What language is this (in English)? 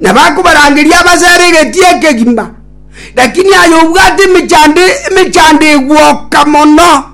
Gusii